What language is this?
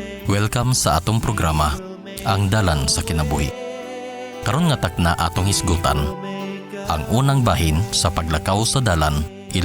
Cebuano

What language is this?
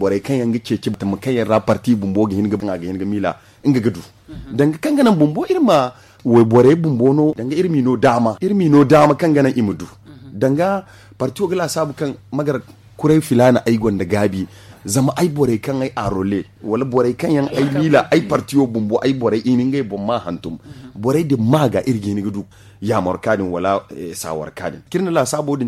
Zarma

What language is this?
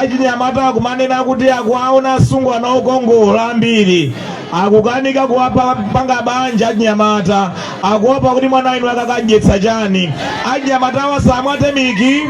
Nyanja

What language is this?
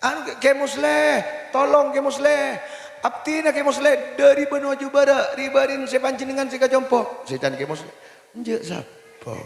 Madurese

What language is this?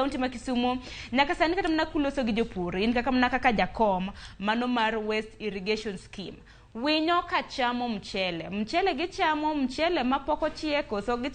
Luo (Kenya and Tanzania)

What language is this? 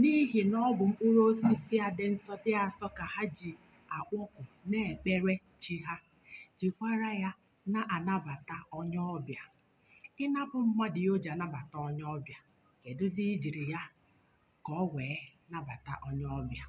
Igbo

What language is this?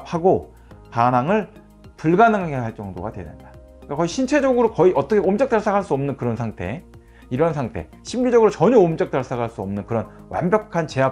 Korean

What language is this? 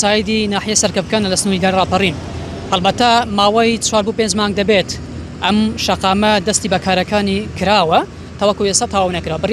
Central Kurdish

